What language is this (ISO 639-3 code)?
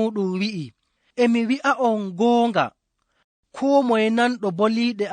ful